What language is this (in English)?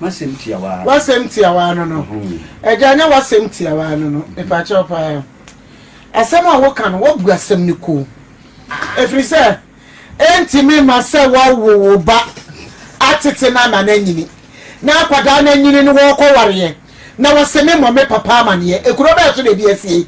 Akan